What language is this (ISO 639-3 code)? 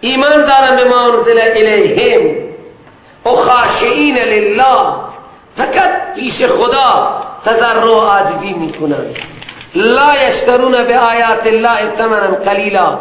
fas